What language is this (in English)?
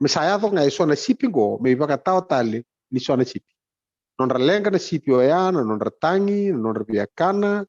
Fijian